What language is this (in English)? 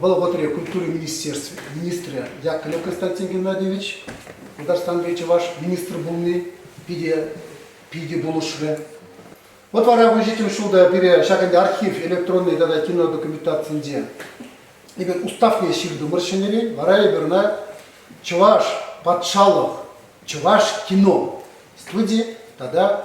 Chuvash